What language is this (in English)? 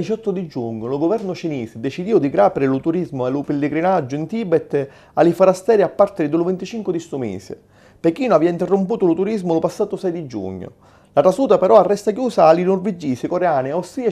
Sicilian